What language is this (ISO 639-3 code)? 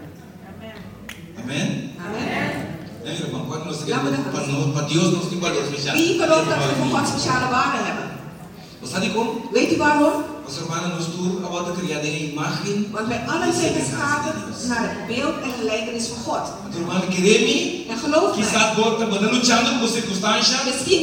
nld